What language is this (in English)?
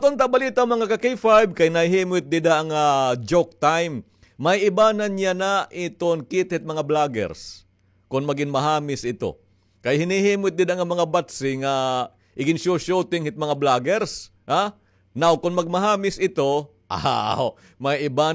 Waray